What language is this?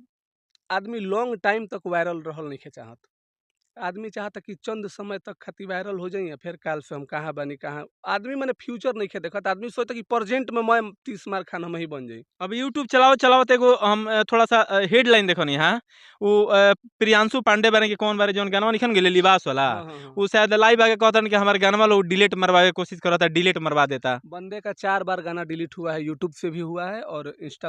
Bhojpuri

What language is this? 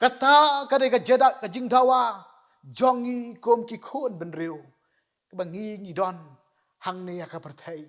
Khasi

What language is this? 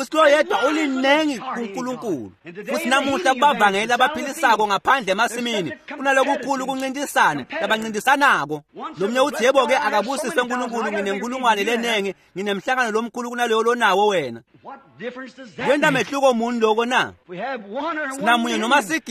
Swati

